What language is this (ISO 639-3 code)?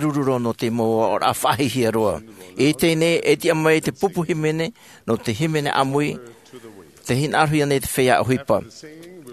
tah